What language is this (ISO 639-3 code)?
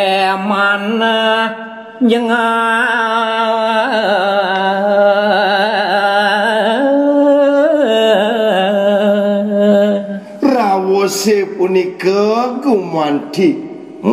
ban